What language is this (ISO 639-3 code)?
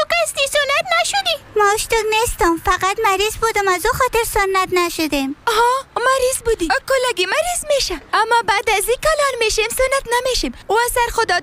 fas